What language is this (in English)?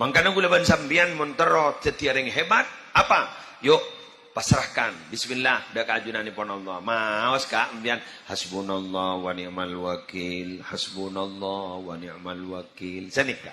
Madurese